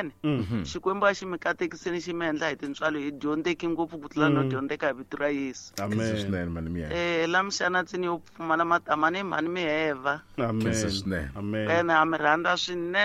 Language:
Tsonga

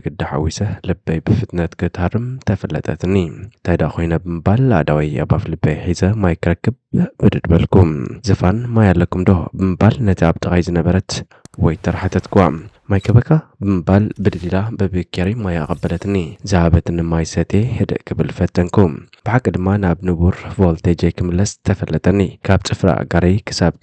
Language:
Tigrinya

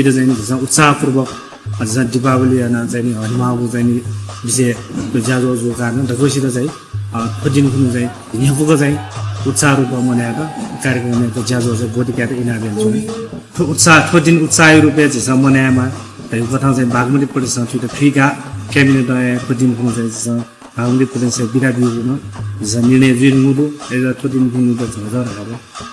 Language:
Newari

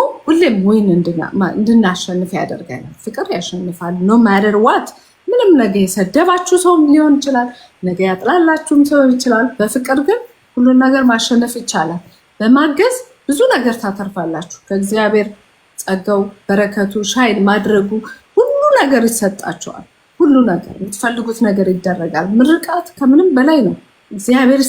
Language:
Amharic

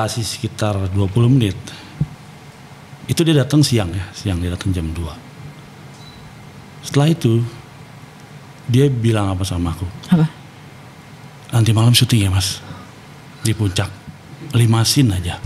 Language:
Indonesian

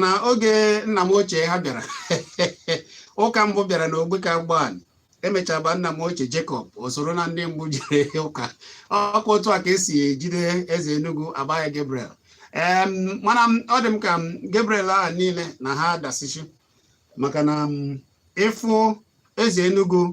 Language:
Igbo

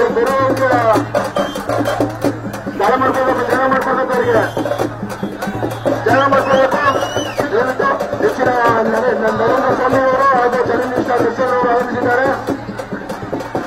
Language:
Kannada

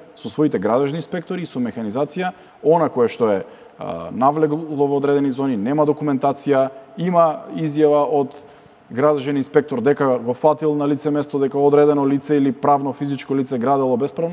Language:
Macedonian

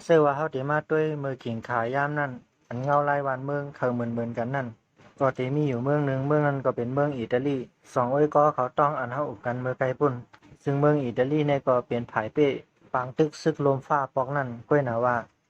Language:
Shan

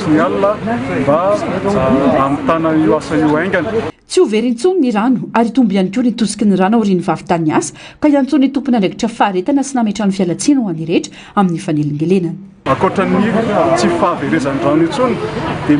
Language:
Malagasy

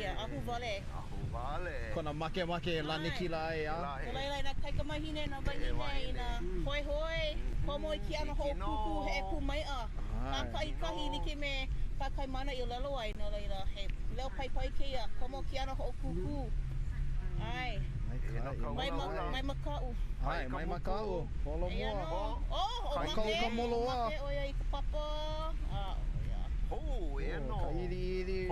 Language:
Hawaiian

